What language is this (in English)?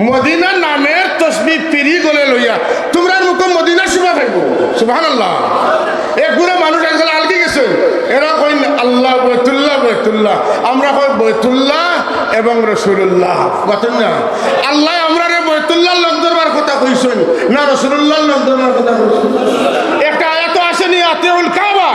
Sylheti